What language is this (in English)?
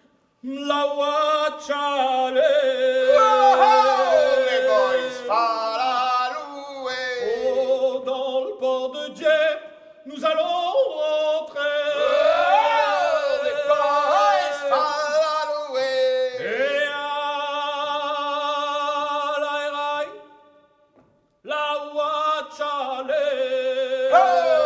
French